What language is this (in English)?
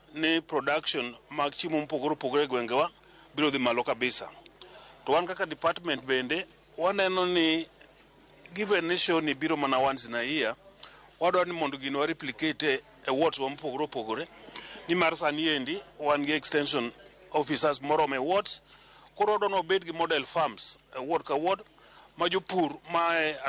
Luo (Kenya and Tanzania)